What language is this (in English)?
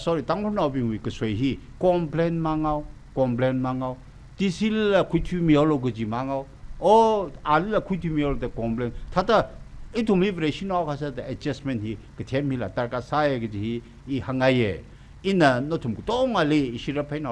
Tangkhul Naga (India)